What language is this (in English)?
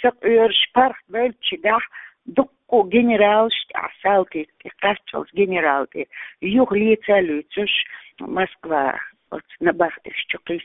Chechen